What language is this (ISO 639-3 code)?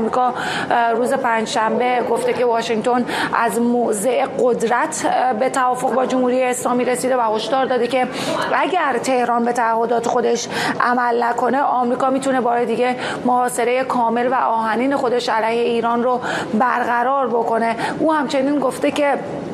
fas